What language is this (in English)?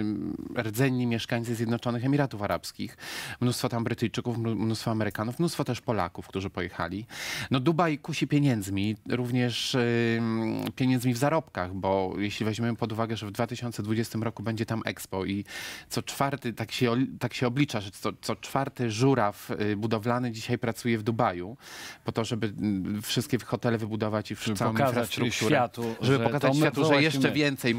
Polish